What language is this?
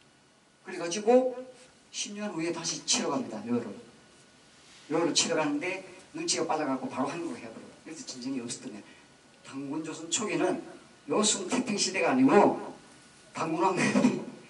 Korean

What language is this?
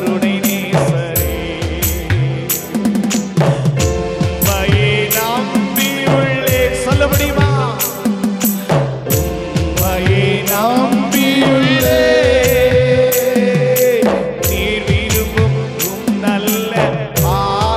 Tamil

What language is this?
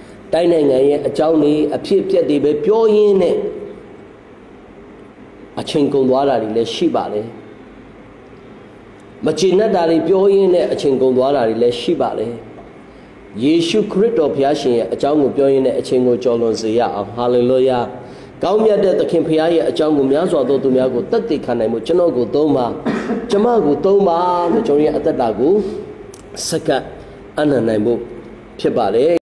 Burmese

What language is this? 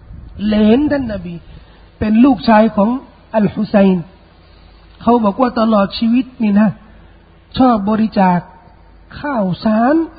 Thai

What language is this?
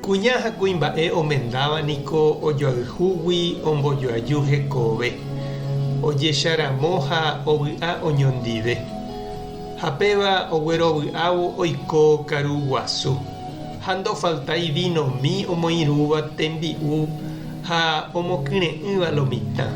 Guarani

